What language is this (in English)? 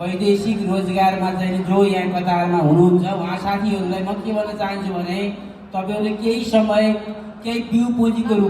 Nepali